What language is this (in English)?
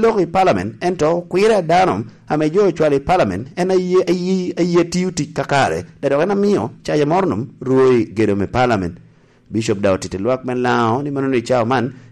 Lango (Uganda)